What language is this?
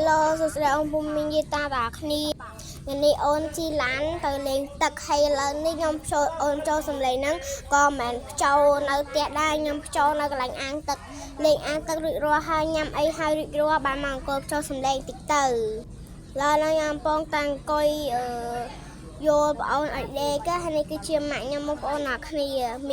Khmer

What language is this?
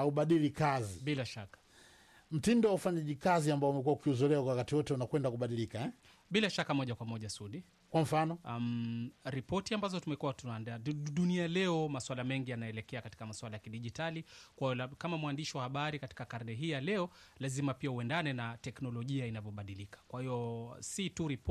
Swahili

